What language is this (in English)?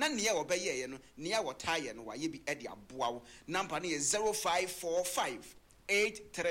Akan